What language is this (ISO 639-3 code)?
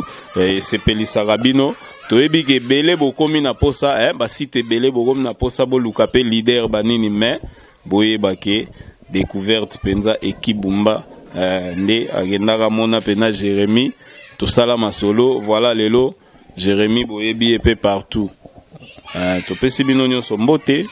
lin